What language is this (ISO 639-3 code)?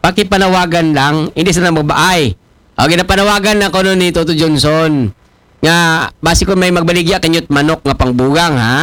akl